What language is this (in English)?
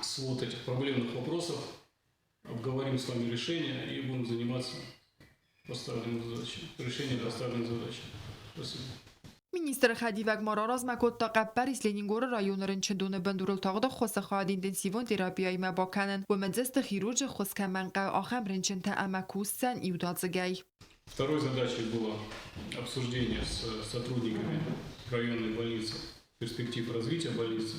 Ossetic